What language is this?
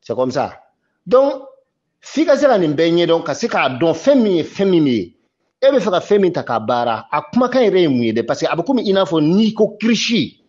Bambara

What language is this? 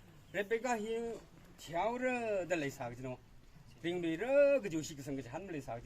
Tangkhul Naga (India)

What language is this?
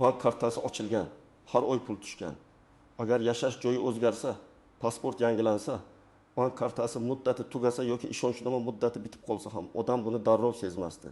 Uzbek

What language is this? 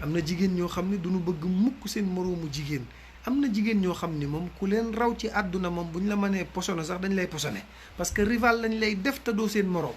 Wolof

